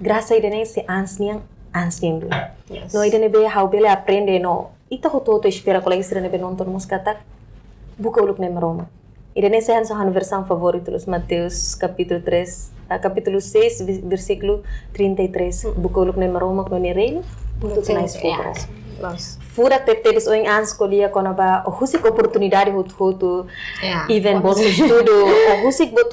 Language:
Tetum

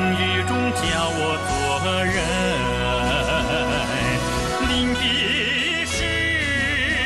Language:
Chinese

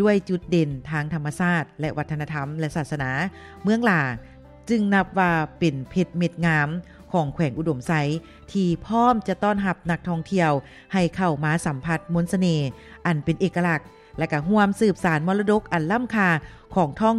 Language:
Lao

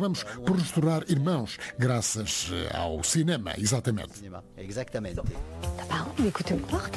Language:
Portuguese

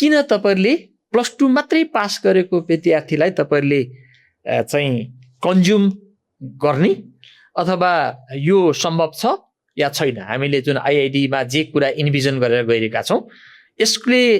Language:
Nepali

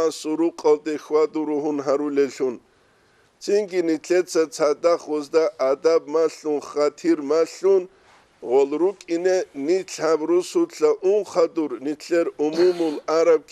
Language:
Avaric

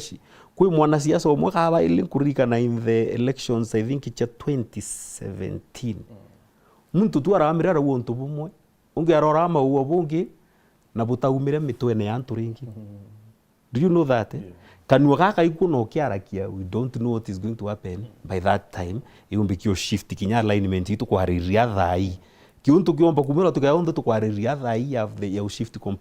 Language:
Meru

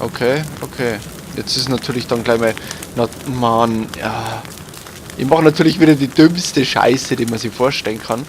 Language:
Bavarian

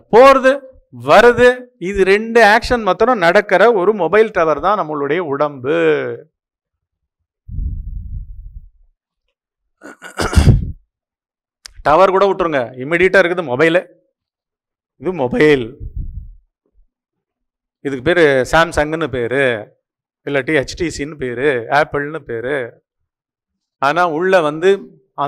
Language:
Tamil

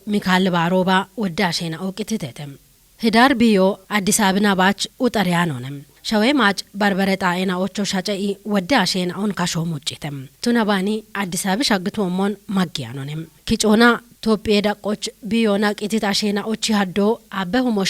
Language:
Kafa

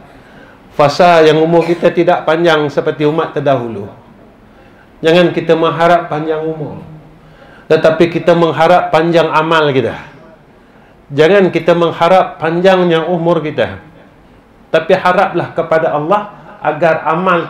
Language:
Malay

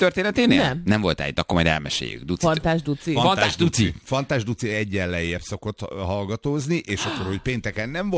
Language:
Hungarian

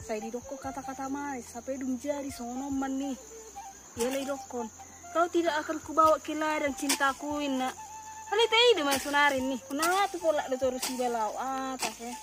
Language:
Batak Toba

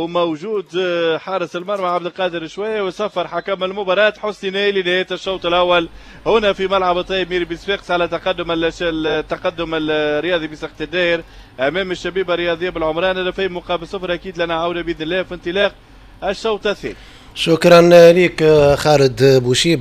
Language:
Tunisian Arabic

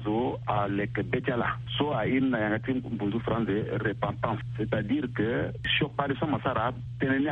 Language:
Sango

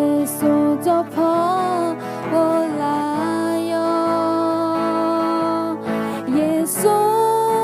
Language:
Akha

